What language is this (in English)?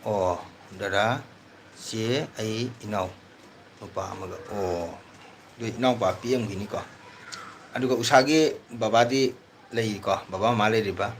Manipuri